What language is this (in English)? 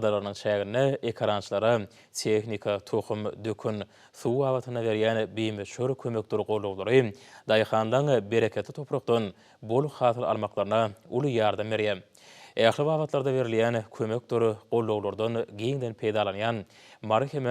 Turkmen